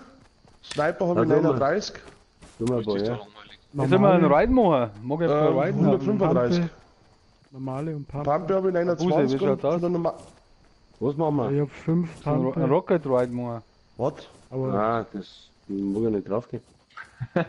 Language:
Bavarian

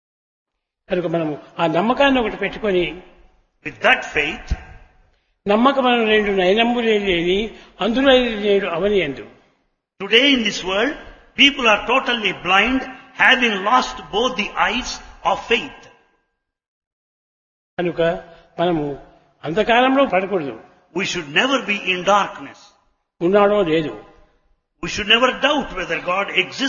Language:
Telugu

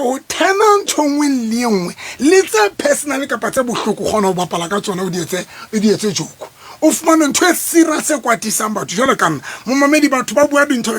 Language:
Southern Sotho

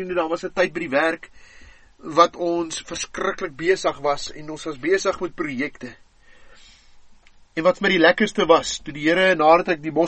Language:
Afrikaans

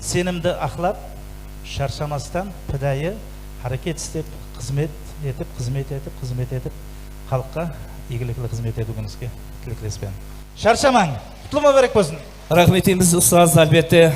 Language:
Kara-Kalpak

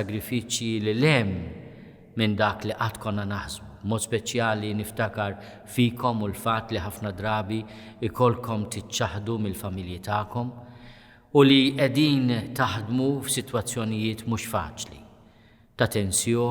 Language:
Maltese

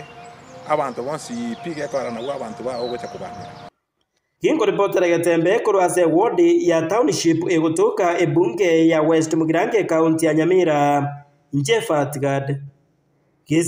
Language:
Gusii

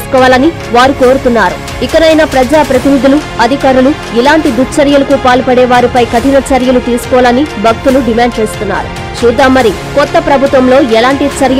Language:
Telugu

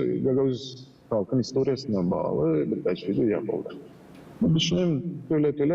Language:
Gagauz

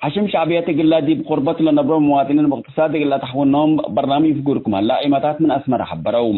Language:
Tigre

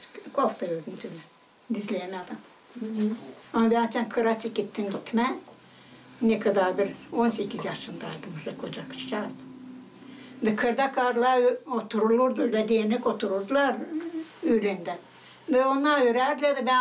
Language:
Gagauz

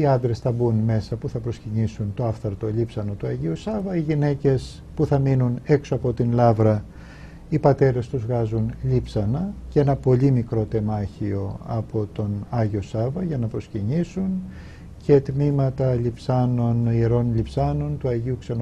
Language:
Greek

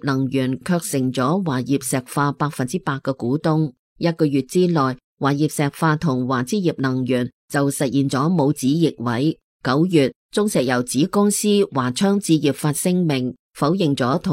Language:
Cantonese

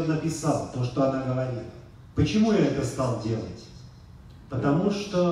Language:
Russian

